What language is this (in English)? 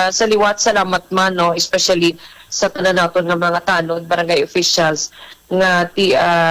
Hiligaynon